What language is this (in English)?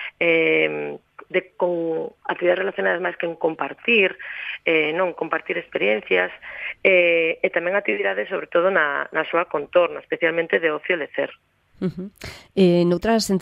Galician